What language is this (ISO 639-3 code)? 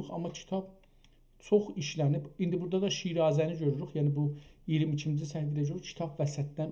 azb